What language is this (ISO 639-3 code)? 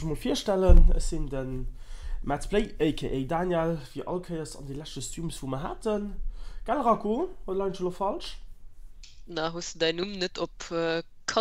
ltz